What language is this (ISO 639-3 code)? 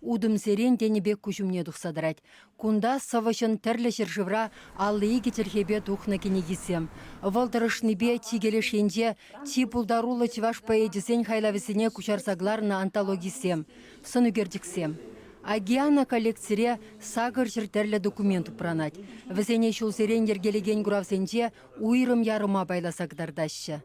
chv